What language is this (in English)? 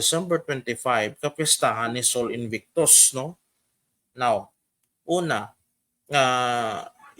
Hiligaynon